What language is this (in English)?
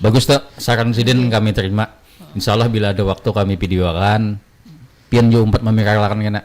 Banjar